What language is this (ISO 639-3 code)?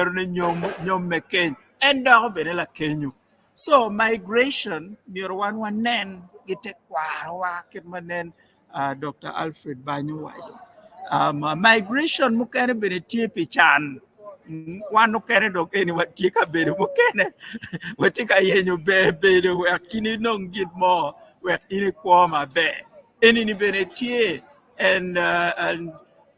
ach